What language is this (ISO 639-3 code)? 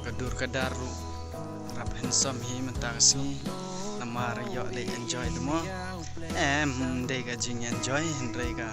kha